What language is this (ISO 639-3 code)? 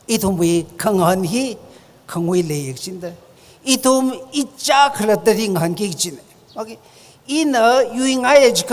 nmf